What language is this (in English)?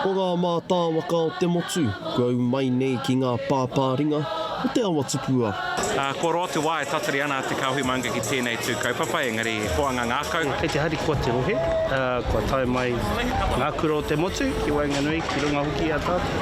Māori